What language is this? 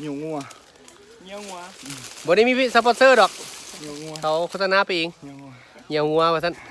Lao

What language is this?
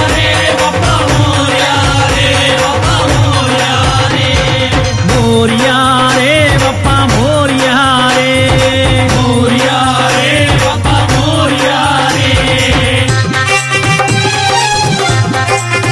Telugu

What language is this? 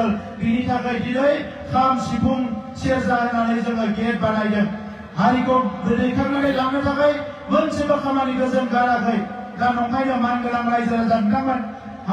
Bodo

